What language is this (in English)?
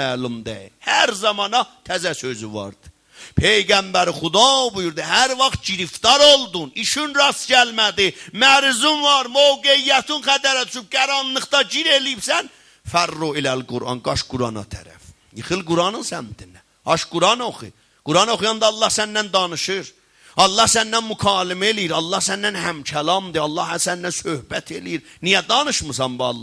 South Azerbaijani